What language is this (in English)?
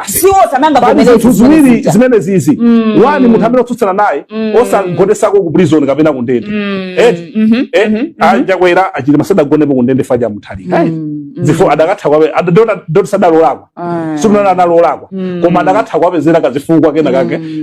Nyanja